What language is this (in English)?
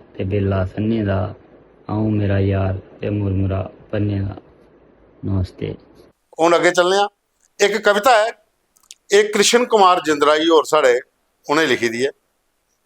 Dogri